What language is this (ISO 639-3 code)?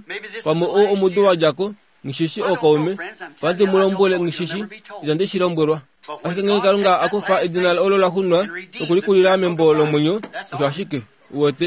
kua